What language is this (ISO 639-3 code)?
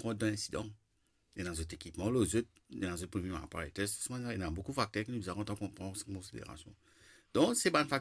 mfe